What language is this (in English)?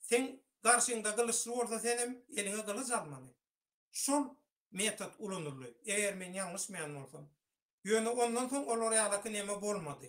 Turkmen